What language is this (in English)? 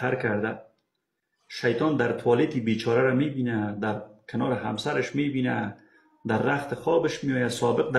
Persian